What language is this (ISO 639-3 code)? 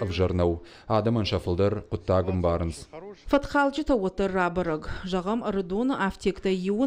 oss